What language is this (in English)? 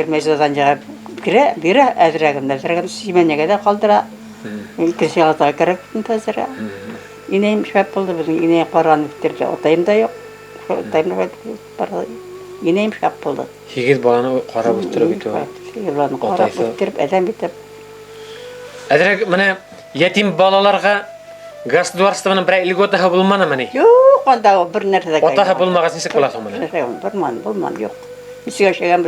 Bashkir